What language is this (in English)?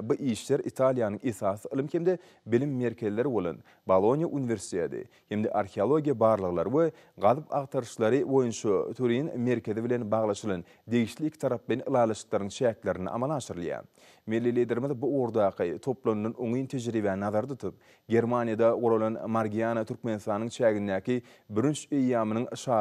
Turkmen